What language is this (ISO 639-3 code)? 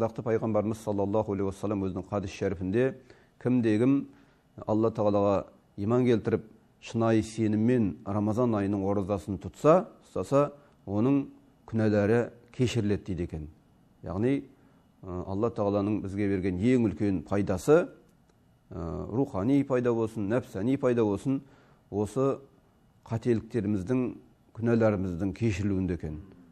kaz